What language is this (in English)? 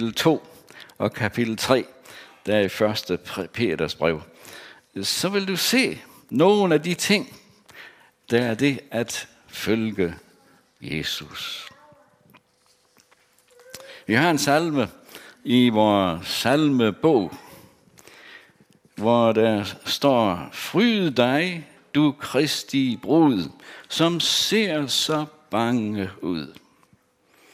Danish